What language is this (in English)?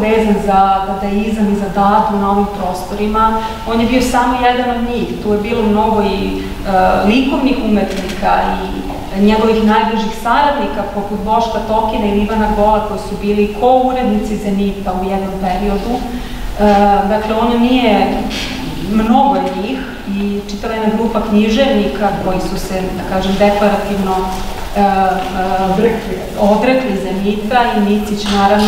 Serbian